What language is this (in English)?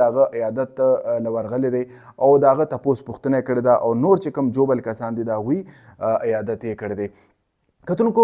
Pashto